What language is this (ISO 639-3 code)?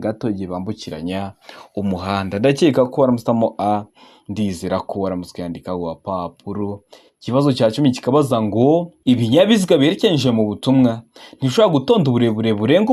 kin